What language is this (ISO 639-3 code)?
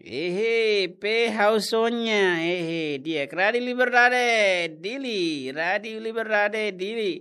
tet